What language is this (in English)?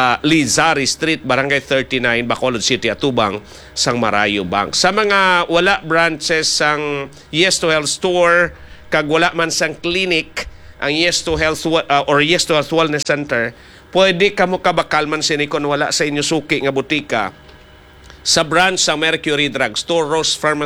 Hiligaynon